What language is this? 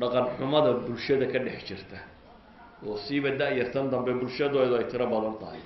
Somali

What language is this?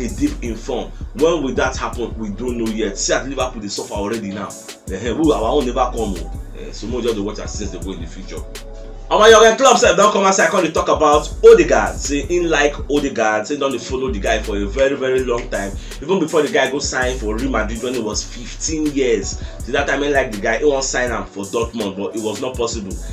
Nigerian Pidgin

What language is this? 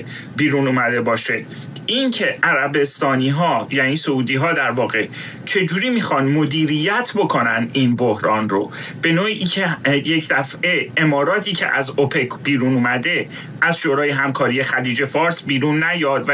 Persian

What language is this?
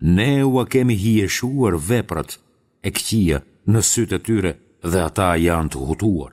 Albanian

